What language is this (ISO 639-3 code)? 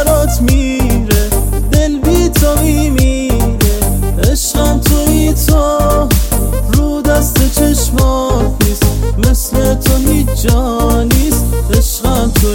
fas